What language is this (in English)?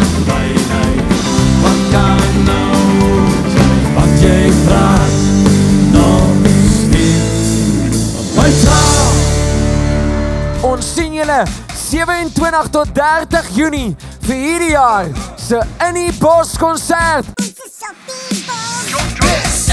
Afrikaans